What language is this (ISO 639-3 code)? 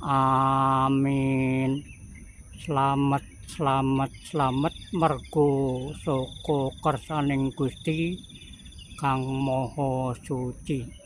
jav